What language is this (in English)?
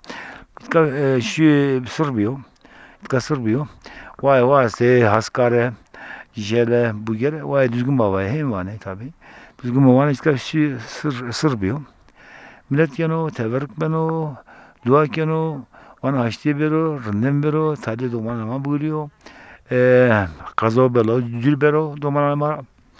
Zaza